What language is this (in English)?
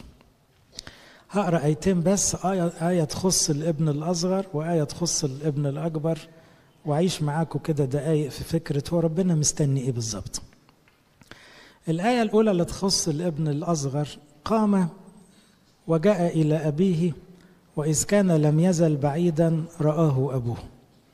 Egyptian Arabic